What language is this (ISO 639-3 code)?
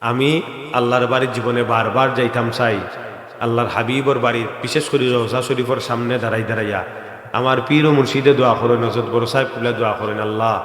syl